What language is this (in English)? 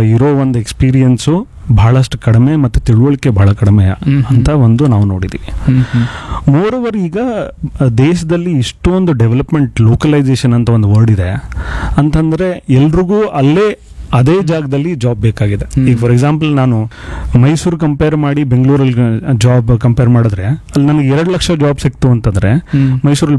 Kannada